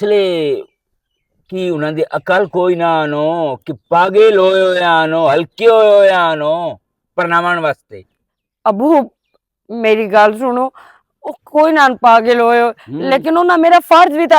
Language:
Western Panjabi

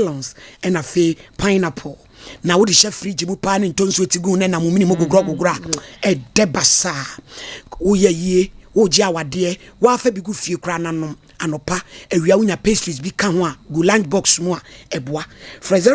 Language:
Akan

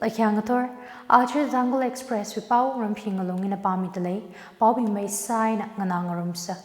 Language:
Tangkhul Naga (India)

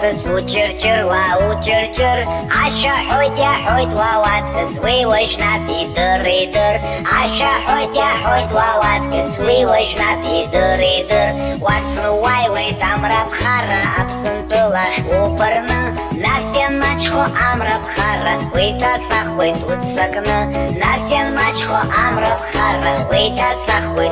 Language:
Abkhazian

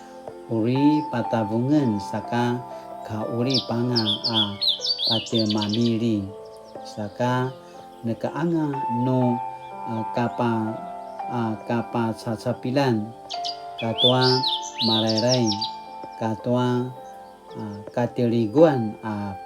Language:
Paiwan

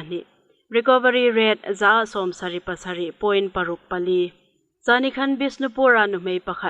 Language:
Hmar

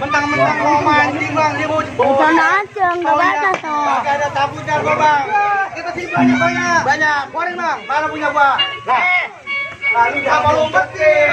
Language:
Betawi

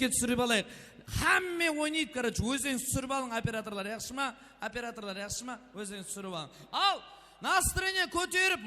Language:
Kara-Kalpak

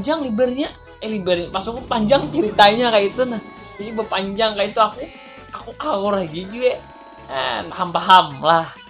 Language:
Banjar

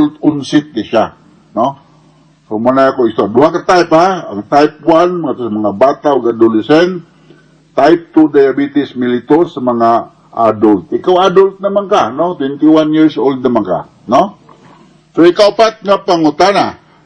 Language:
Cebuano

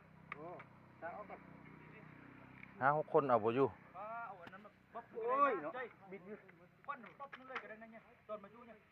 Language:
Lao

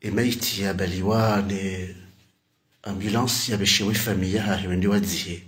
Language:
Ngazidja Comorian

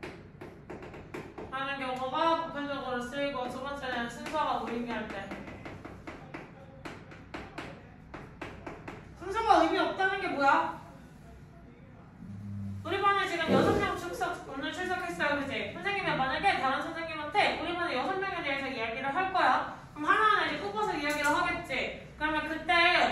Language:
Korean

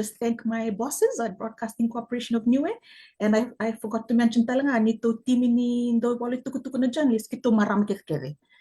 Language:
Fijian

